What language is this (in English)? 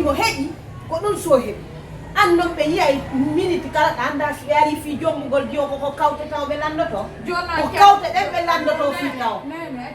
Fula